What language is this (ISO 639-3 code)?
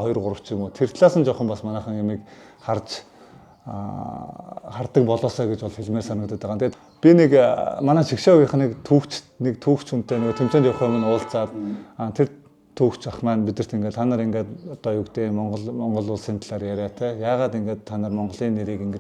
mon